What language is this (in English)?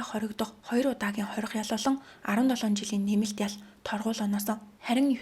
Mongolian